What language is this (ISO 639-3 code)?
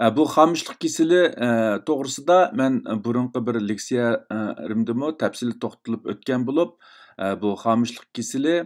uig